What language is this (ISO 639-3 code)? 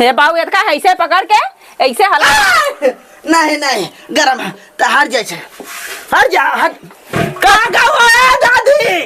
awa